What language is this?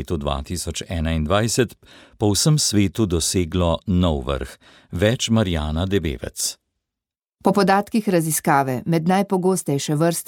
Slovenian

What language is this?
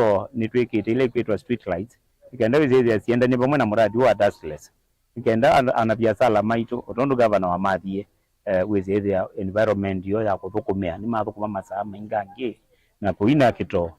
Kamba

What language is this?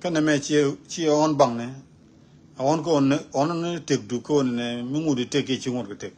Nuer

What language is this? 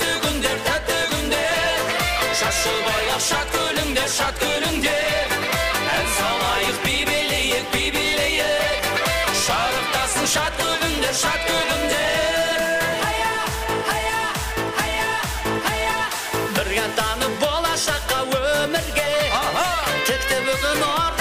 Kara-Kalpak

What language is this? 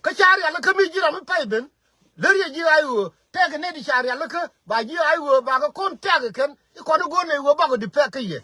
Nuer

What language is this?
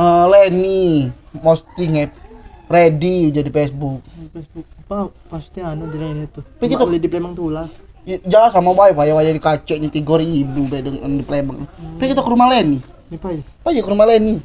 Musi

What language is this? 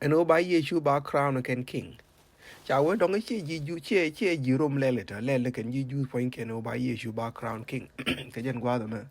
Nuer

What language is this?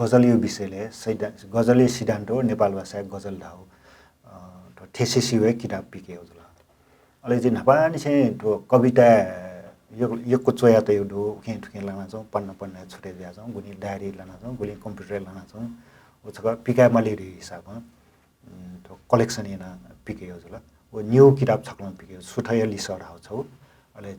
Newari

